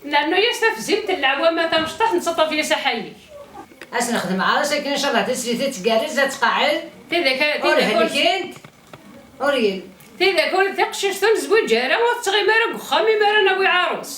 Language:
Kabyle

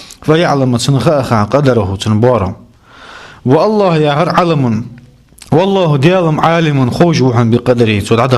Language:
Ingush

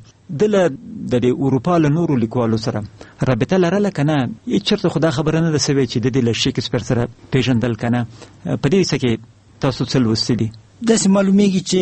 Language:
Pashto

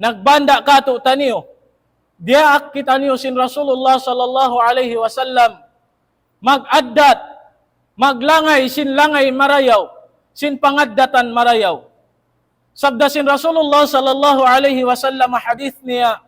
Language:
Tausug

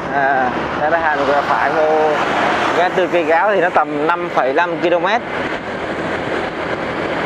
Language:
Vietnamese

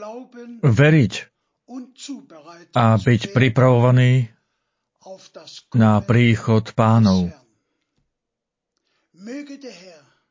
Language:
Slovak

